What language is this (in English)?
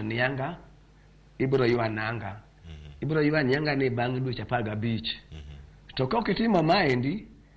Luo (Kenya and Tanzania)